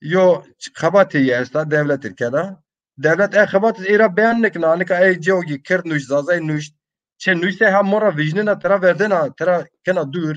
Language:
Zaza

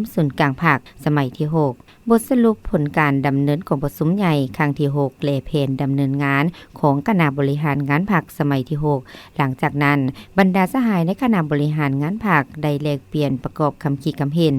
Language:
Lao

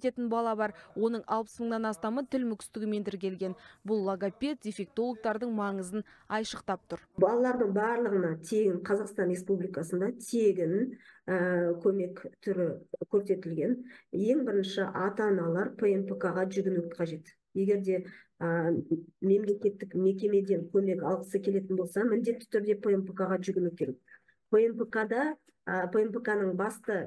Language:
Kazakh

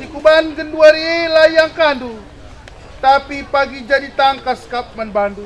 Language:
Batak Karo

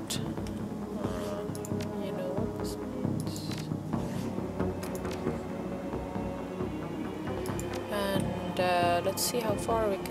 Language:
English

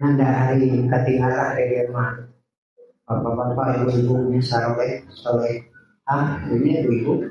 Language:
Sundanese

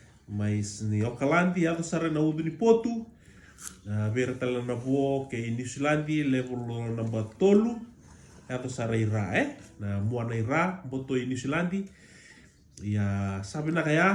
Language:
Fijian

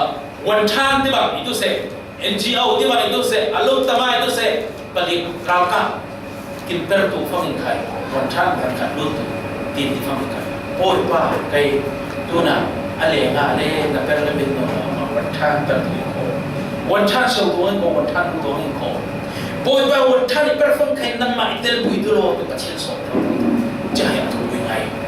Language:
Falam Chin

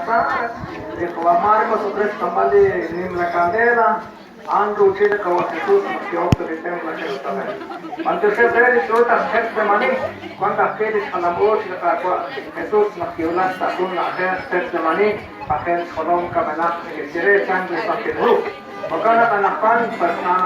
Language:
Kekchí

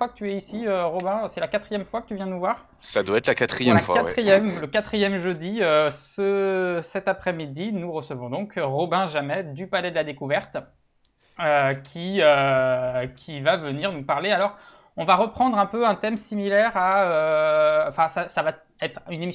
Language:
French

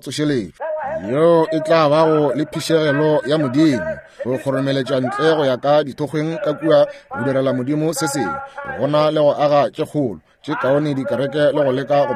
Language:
Northern Sotho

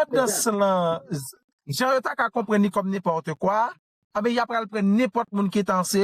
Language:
Haitian Creole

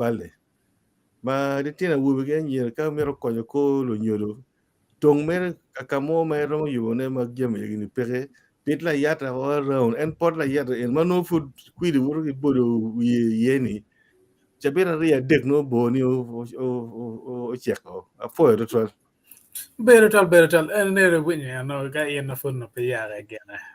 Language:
Acoli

